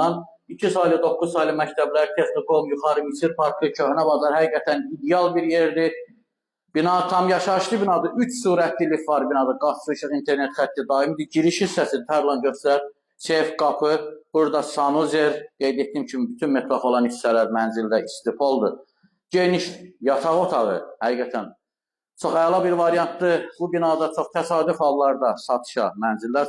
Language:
Azerbaijani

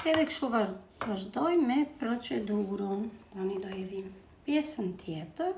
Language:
Albanian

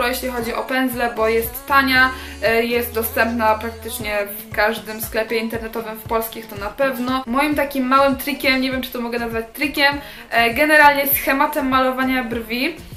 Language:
Polish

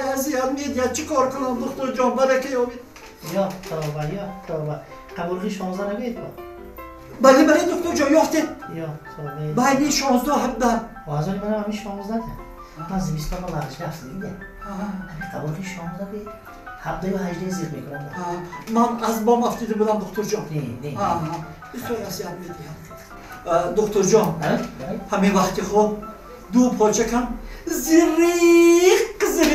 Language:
Tajik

